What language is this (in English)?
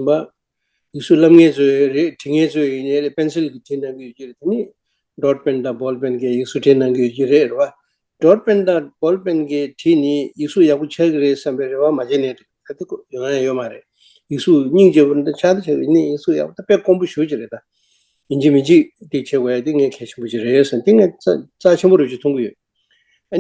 Tibetan